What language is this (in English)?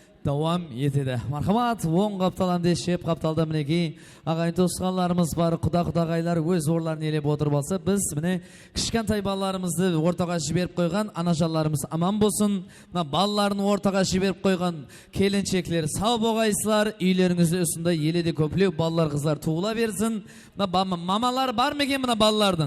Kara-Kalpak